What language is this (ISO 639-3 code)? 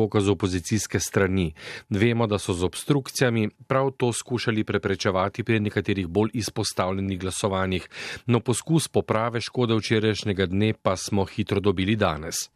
slv